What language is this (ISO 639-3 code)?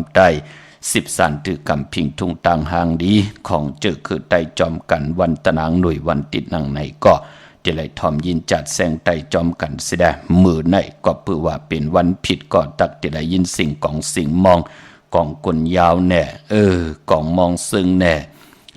shn